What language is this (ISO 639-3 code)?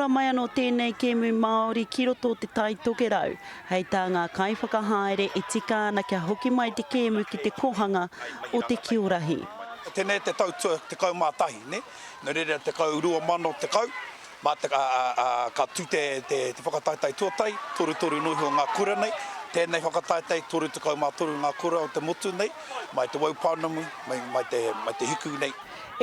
mri